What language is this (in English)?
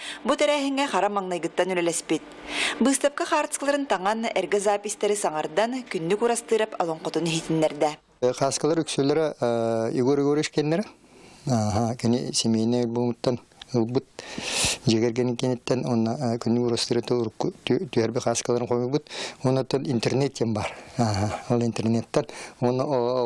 Yakut